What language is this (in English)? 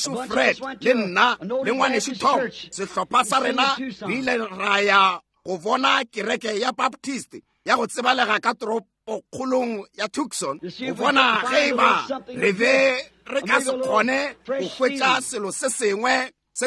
Northern Sotho